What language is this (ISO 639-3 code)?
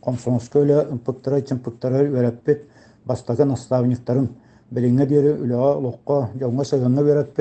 sah